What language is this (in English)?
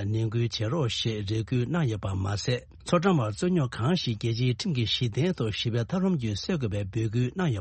Tibetan